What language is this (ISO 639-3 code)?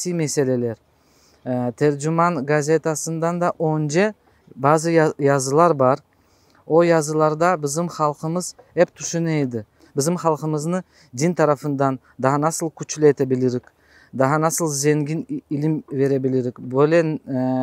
crh